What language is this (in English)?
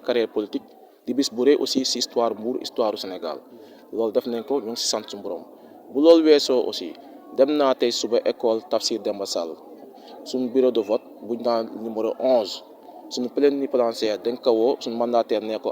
Wolof